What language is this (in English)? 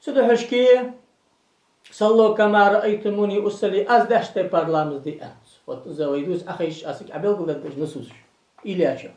Ingush